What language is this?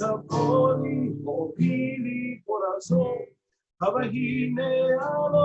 Hawaiian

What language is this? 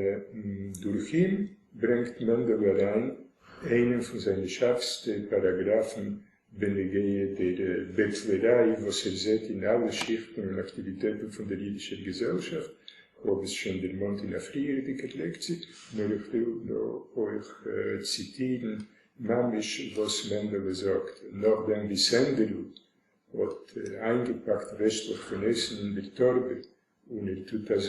Yiddish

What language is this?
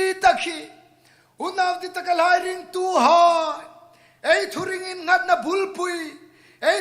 Hmar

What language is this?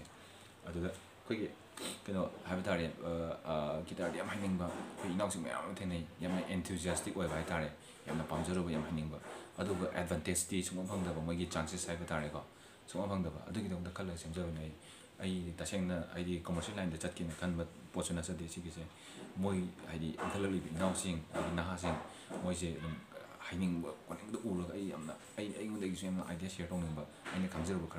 Manipuri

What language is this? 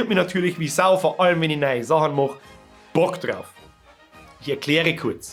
Bavarian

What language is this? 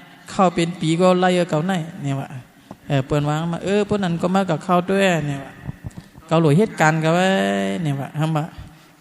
Shan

